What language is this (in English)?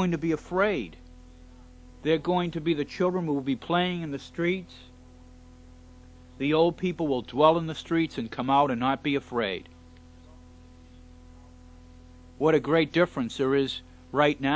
English